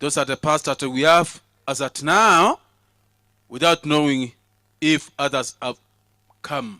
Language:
Gusii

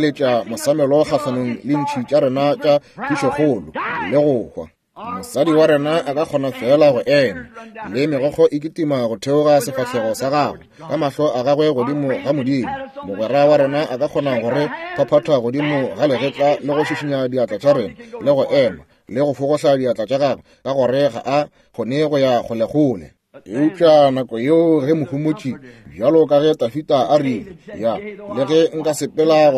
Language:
Northern Sotho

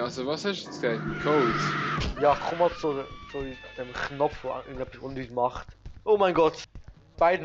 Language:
Swiss German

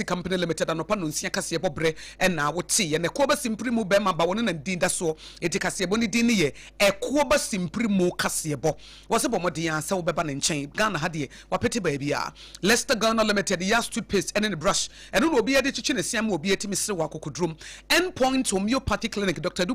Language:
Akan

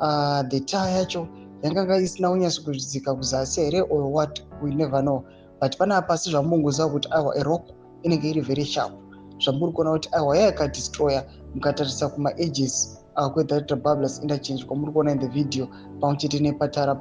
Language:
Shona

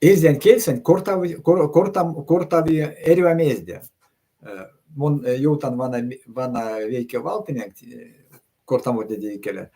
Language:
Erzya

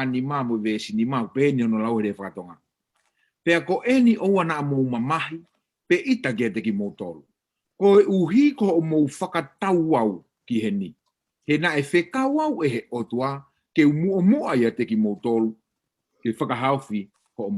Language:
Tongan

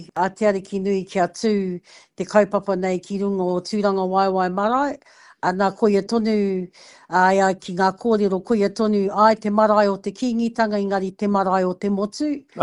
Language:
Māori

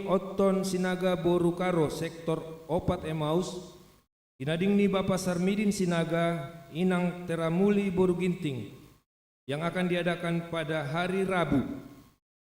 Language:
Batak Simalungun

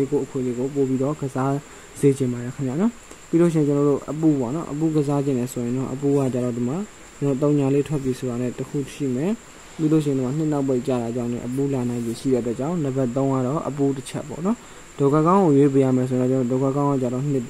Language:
Burmese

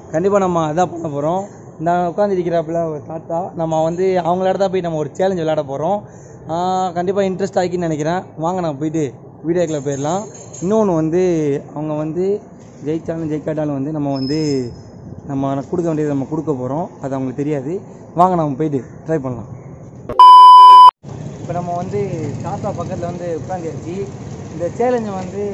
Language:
Tamil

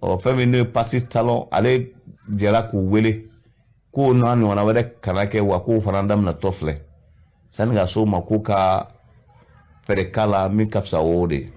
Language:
Bambara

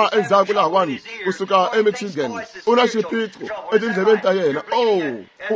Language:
Tsonga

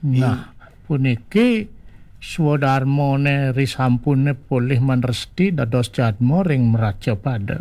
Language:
Balinese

